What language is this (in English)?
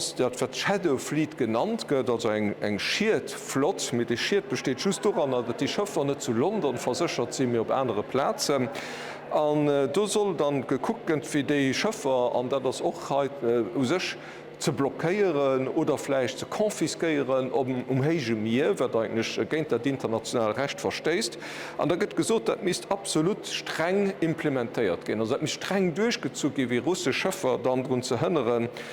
Luxembourgish